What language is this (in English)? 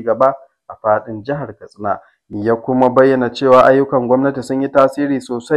Hausa